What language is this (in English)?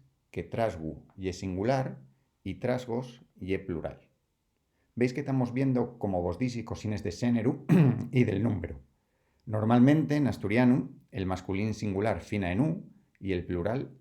Asturian